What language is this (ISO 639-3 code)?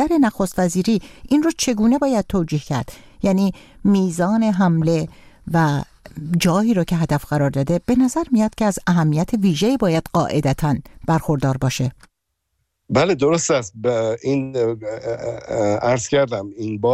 fas